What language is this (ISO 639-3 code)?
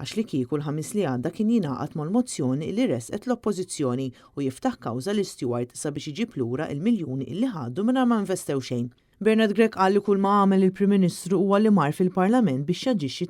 mlt